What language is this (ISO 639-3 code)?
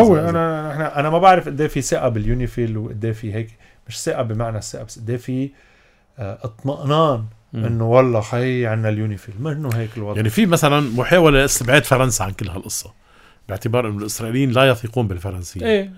apc